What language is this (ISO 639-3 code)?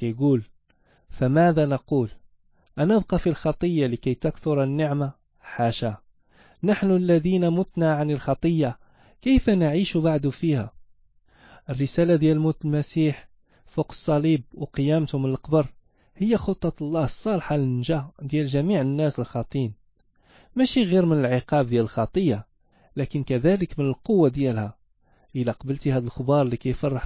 ary